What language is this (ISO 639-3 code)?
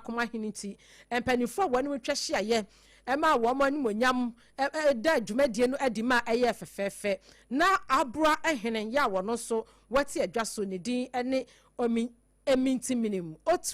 aka